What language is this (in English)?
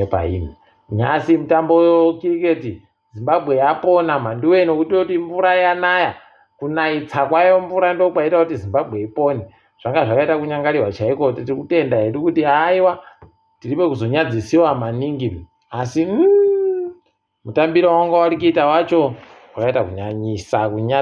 Ndau